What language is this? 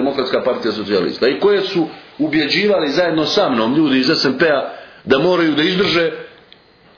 Serbian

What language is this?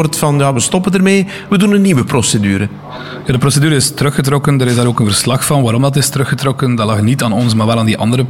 Dutch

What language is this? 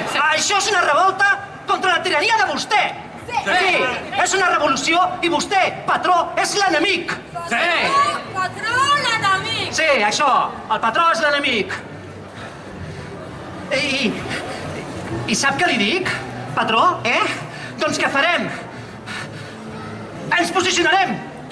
Catalan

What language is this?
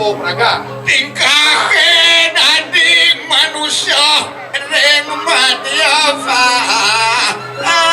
Balinese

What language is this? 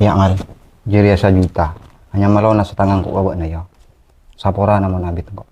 Madurese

